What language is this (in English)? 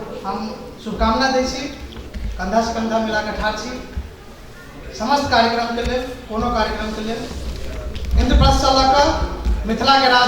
Maithili